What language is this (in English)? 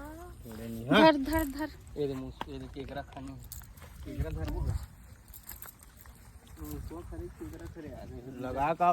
Chhattisgarhi